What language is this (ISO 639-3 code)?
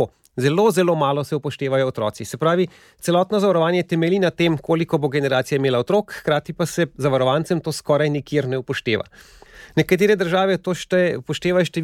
slv